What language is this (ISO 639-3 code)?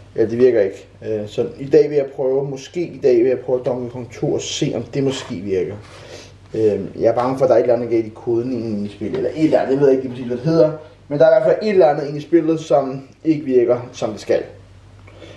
dan